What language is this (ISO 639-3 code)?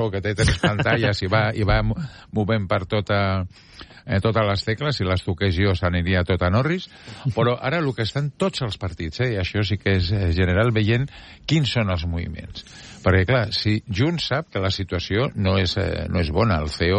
cat